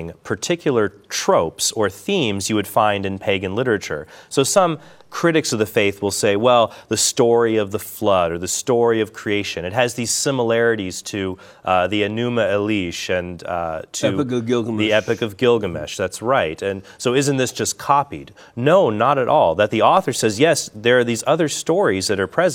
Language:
English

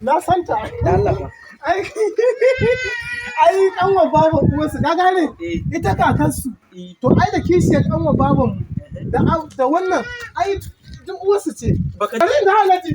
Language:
Hausa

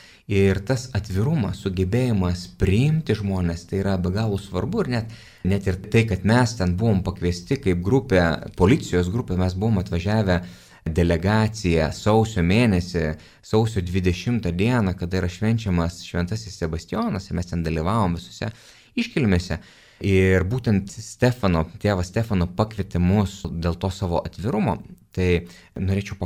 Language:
Lithuanian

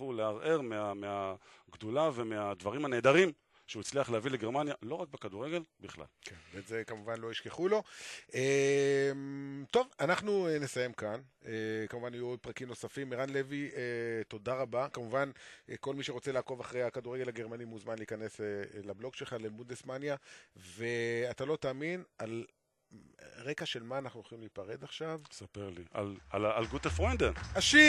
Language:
Hebrew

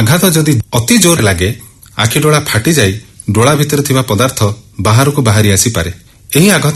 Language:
Odia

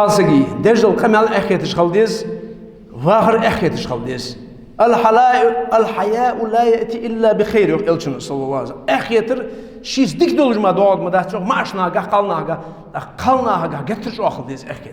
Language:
Ingush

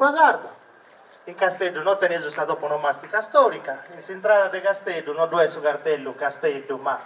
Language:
Sardinian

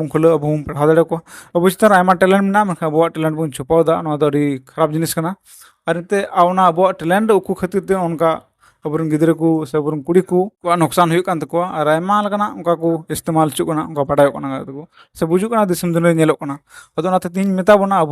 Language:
Santali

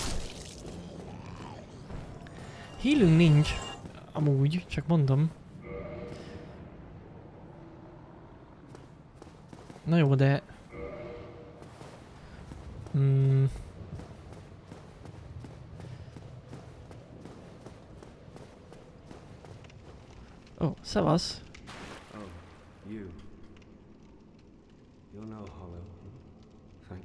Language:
Hungarian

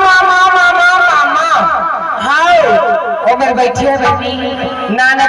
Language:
Chhattisgarhi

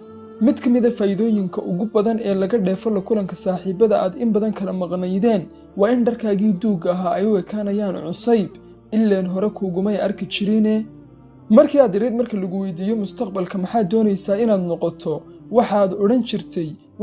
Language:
Somali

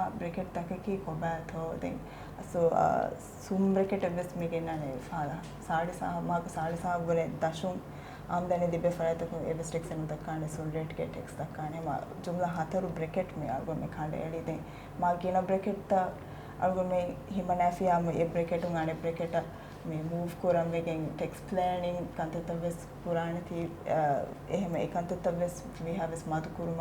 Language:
Divehi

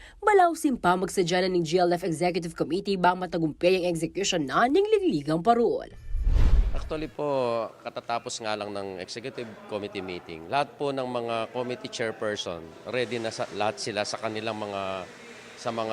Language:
Pampanga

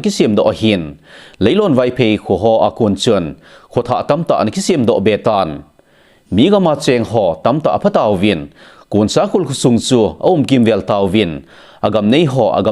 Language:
Thado Chin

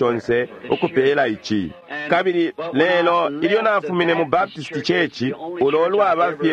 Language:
Bemba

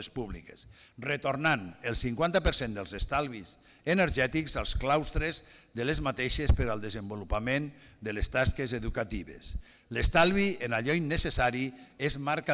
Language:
Catalan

